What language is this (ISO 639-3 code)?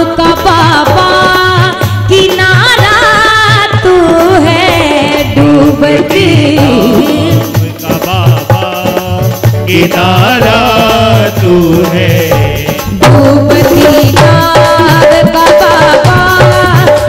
hin